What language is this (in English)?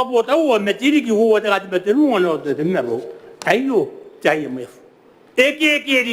Gilbertese